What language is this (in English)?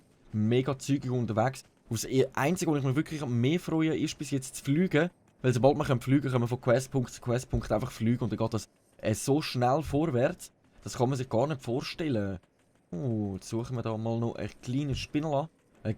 Swiss German